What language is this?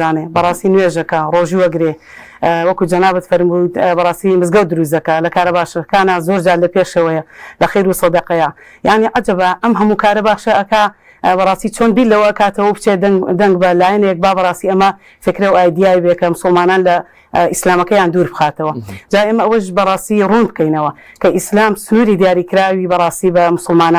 Central Kurdish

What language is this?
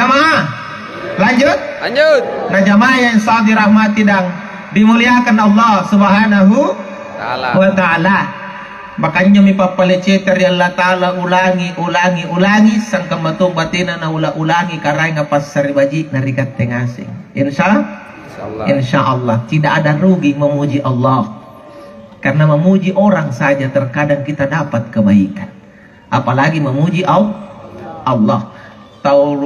Makasar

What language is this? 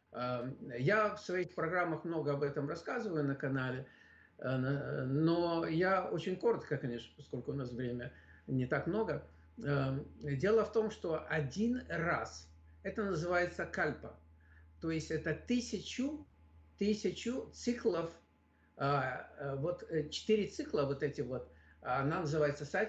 Russian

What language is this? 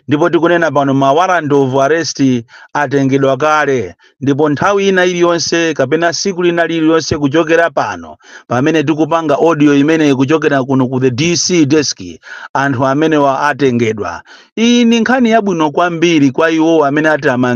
Nyanja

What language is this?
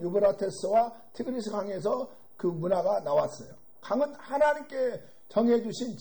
Korean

